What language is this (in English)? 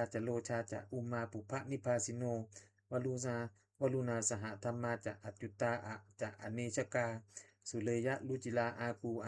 Pali